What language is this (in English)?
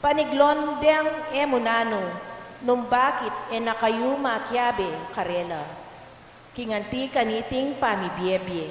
Pampanga